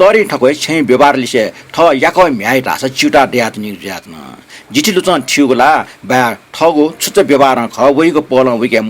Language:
Newari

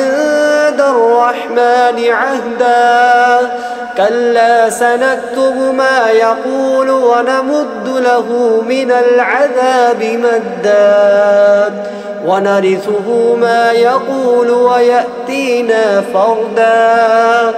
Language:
Arabic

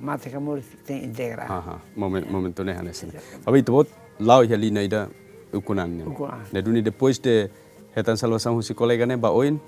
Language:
Tetum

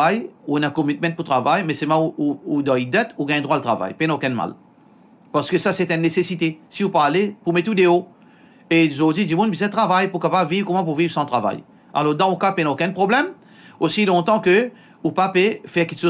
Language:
Morisyen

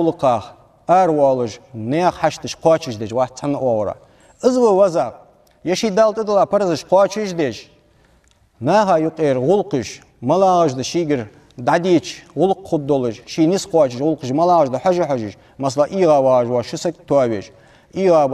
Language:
Ingush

